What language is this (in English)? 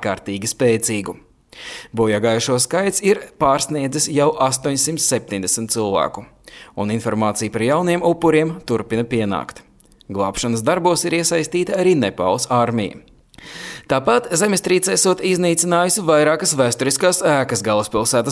Latvian